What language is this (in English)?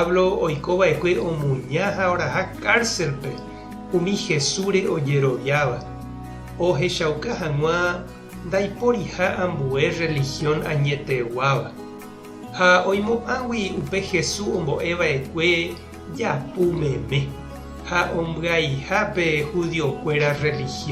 Guarani